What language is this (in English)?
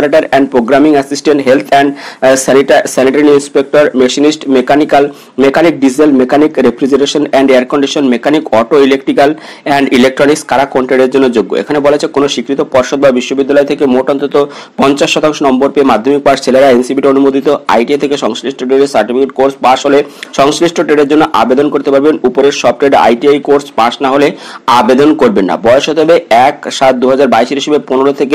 Bangla